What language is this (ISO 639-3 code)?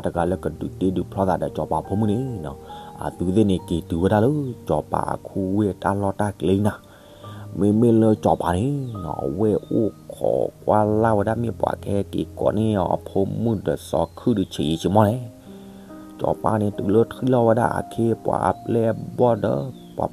ksw